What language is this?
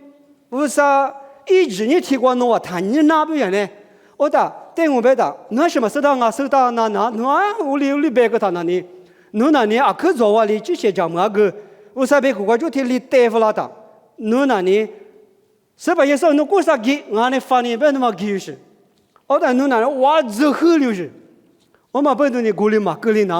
Lisu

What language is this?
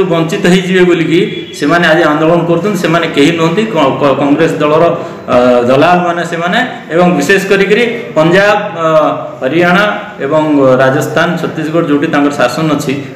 Odia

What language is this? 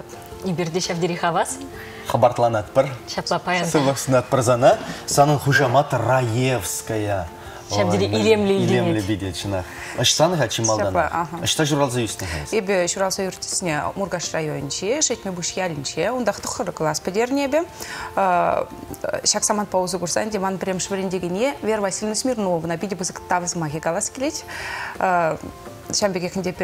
Chuvash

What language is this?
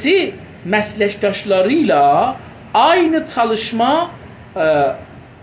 South Azerbaijani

